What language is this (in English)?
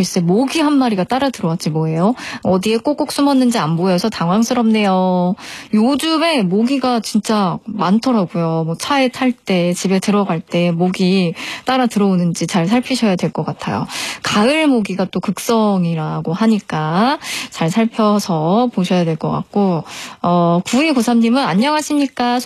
Korean